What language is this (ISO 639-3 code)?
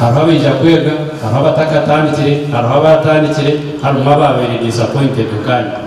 nyn